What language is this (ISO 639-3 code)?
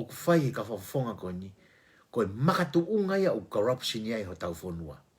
ton